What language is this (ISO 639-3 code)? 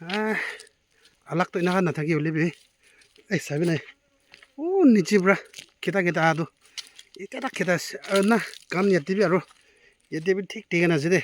nag